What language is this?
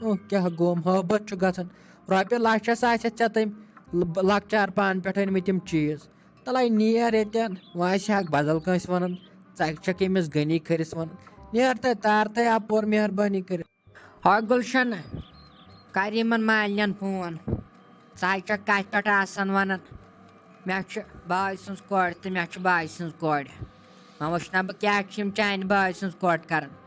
Kashmiri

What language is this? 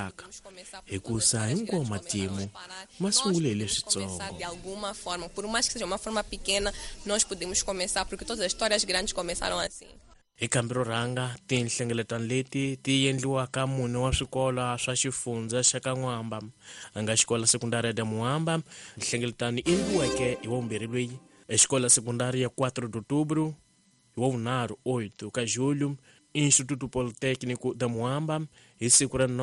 Tsonga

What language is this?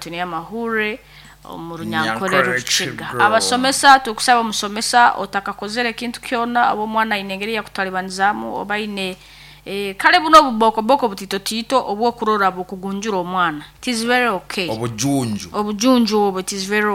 Nyoro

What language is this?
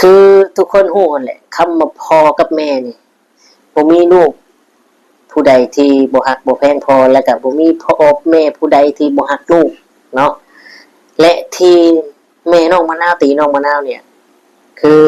Northeastern Thai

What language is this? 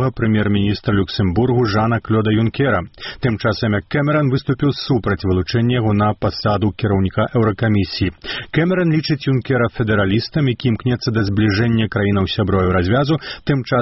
Belarusian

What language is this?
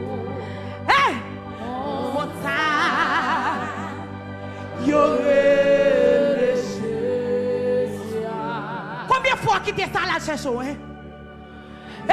French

